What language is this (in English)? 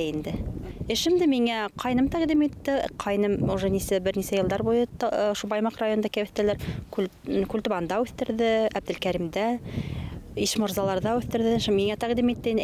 Bashkir